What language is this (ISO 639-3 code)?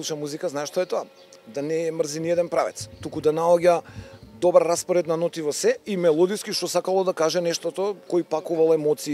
mkd